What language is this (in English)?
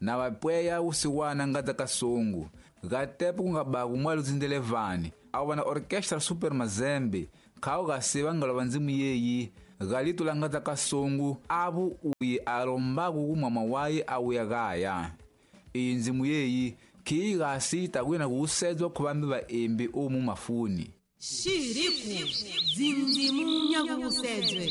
Tsonga